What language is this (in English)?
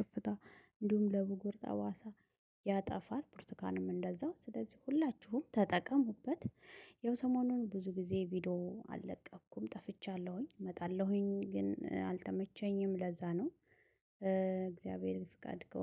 Amharic